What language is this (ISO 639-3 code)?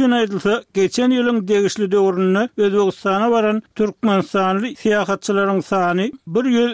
tuk